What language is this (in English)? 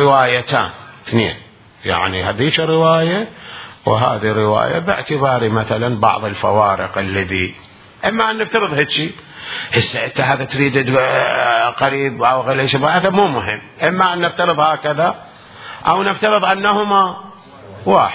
Mesopotamian Arabic